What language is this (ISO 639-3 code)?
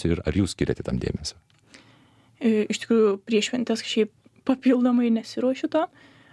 lit